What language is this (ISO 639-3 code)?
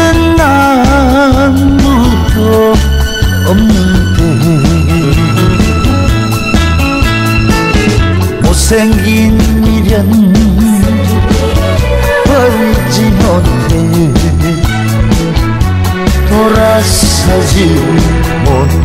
kor